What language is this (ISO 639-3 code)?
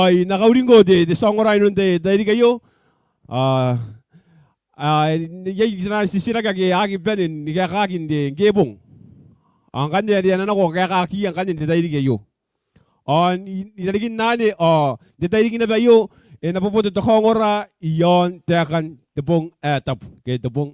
gil